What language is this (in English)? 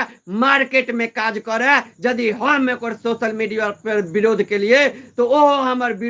Maithili